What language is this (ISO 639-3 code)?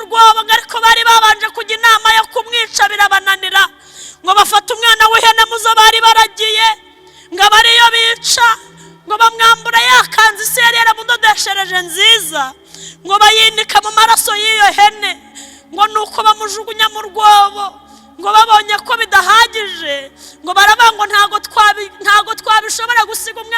kin